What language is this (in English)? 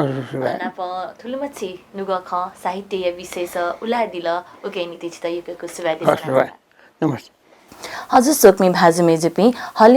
Newari